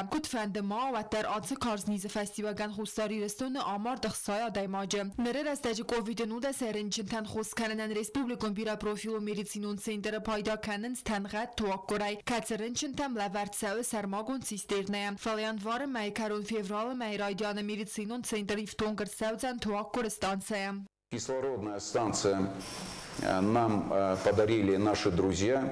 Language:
Ossetic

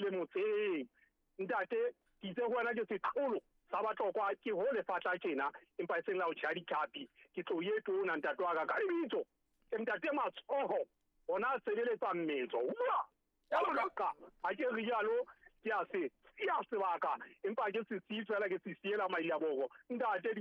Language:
Southern Sotho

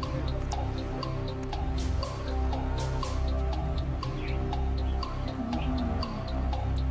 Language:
Kazakh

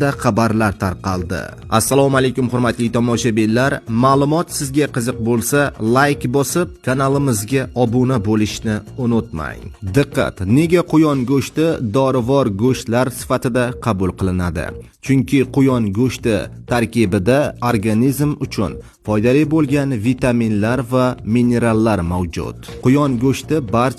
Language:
Uzbek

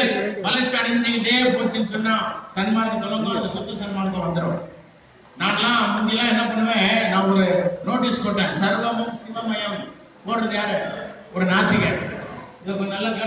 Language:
Tamil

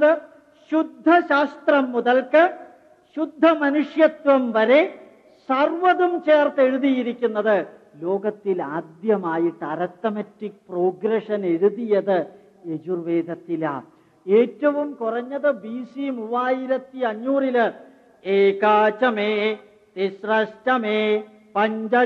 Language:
Malayalam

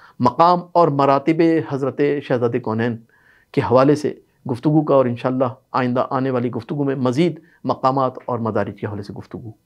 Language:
Urdu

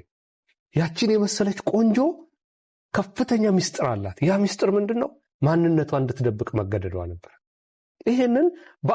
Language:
Amharic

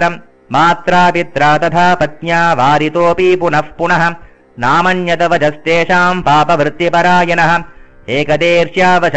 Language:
Sanskrit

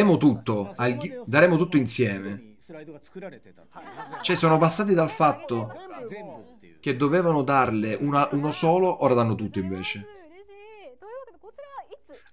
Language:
Italian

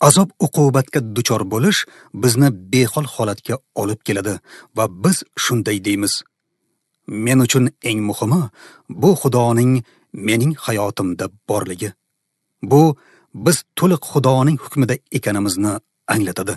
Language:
Uzbek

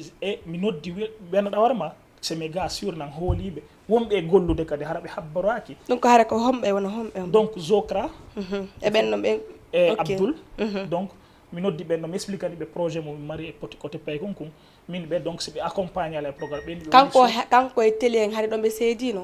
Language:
Fula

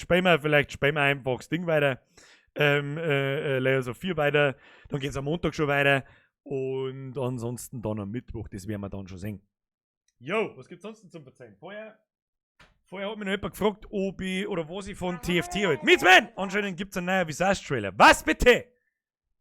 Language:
Bavarian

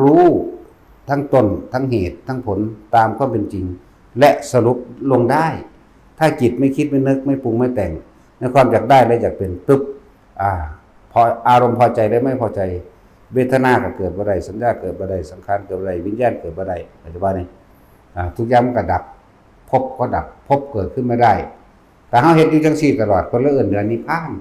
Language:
Northeastern Thai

